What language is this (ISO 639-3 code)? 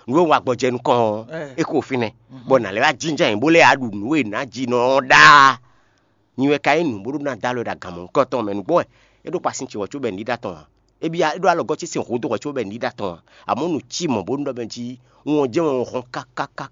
fon